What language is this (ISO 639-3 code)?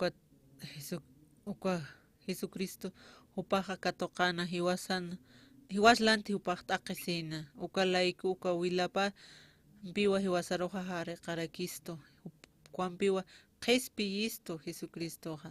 aym